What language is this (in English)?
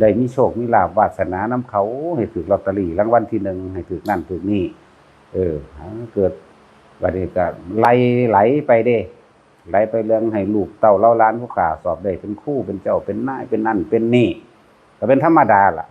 Northeastern Thai